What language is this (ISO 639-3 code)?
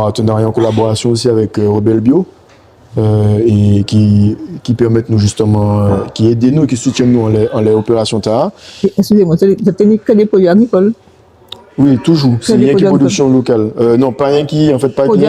gcf